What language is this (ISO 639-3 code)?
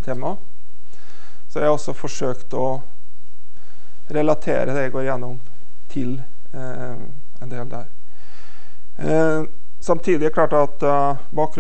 nor